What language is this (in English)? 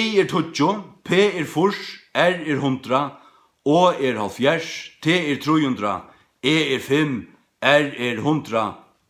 Faroese